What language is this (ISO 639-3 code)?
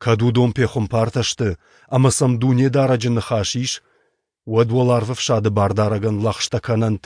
oss